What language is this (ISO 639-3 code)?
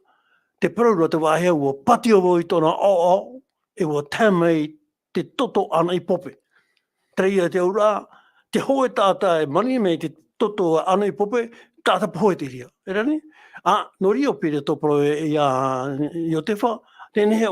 tah